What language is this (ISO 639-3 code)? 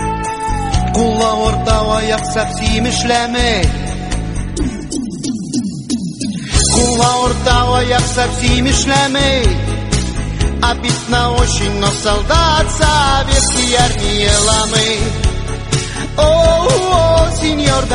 kaz